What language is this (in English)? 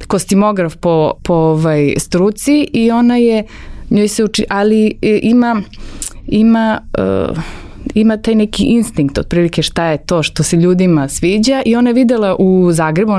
Serbian